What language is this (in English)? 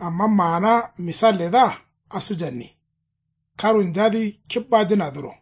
Kanuri